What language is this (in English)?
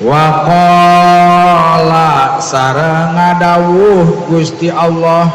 Sundanese